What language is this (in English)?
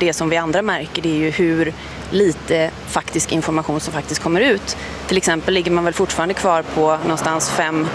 Swedish